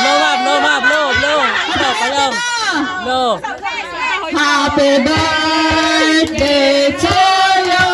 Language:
Cebuano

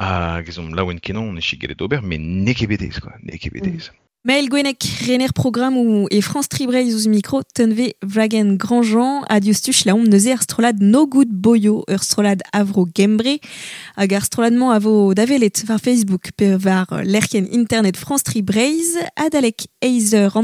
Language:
Breton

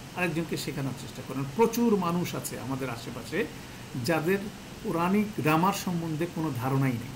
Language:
Bangla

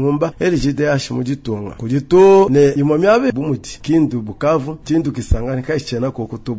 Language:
Luba-Lulua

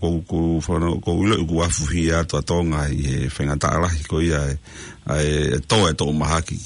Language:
Tongan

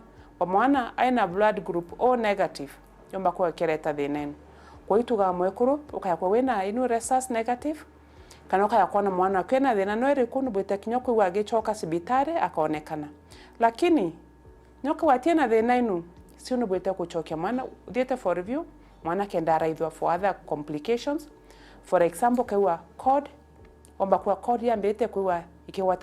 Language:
Meru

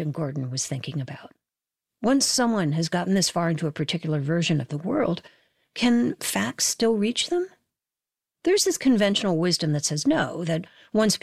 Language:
English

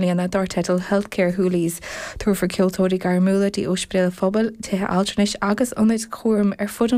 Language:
Irish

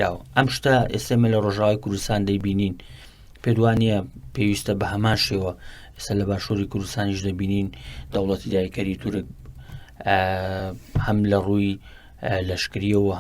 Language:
Central Kurdish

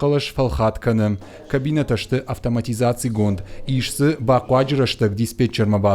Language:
Ossetic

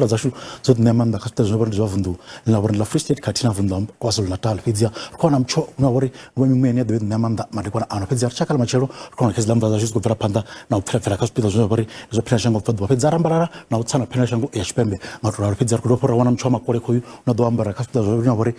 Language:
Venda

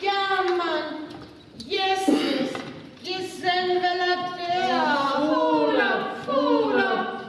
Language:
Northern Frisian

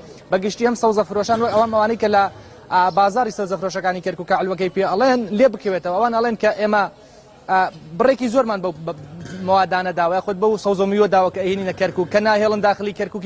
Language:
Central Kurdish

